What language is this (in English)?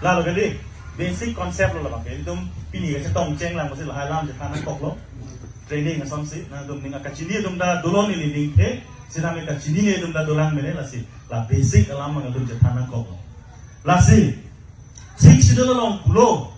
Karbi